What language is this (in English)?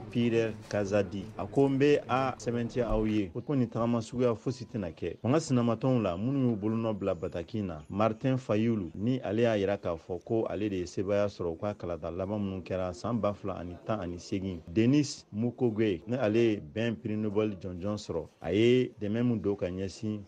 Bambara